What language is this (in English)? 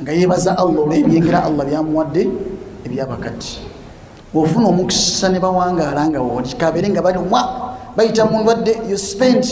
Ganda